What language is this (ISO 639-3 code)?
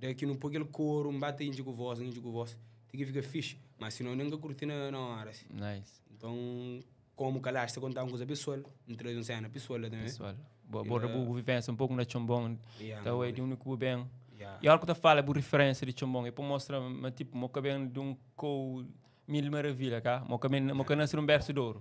kea